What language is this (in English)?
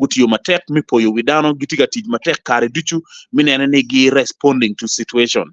Acoli